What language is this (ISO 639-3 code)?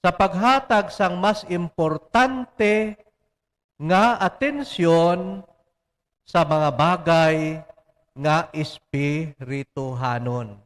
hil